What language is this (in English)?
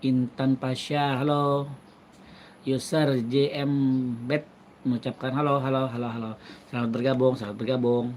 Banjar